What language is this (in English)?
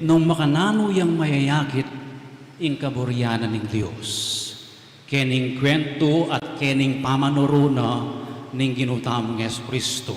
Pampanga